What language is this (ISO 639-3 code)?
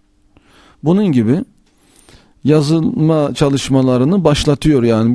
tur